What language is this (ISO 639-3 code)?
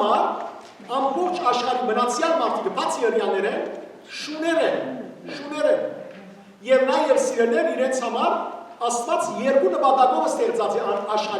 hyw